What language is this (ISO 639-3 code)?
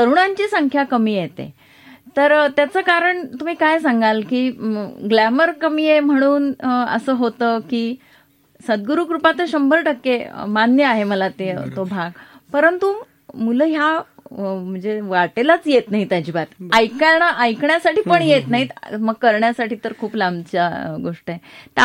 mar